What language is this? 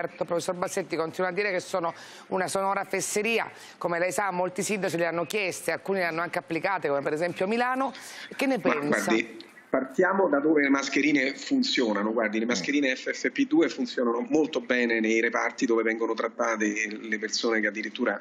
Italian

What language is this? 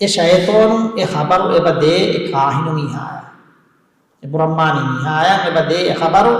Divehi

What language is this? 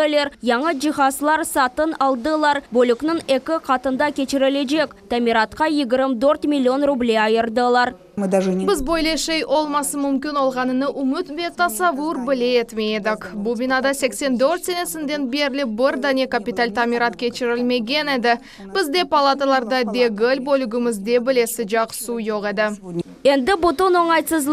Crimean Tatar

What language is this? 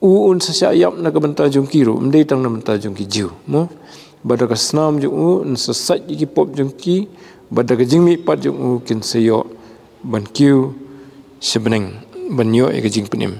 Khasi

